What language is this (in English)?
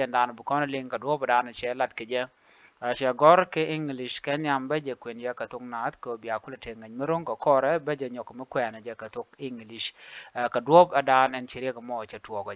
Nuer